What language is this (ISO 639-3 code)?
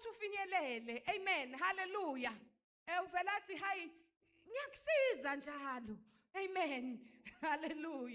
zul